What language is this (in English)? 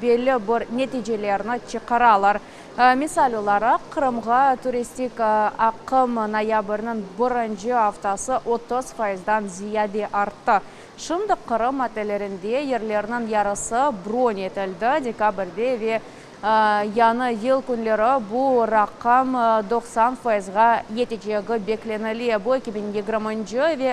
Crimean Tatar